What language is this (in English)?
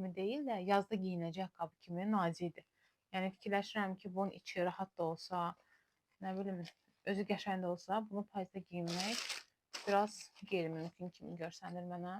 Azerbaijani